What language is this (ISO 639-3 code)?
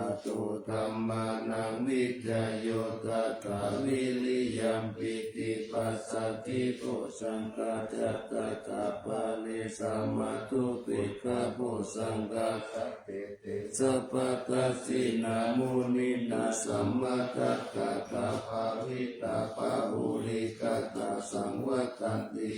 pli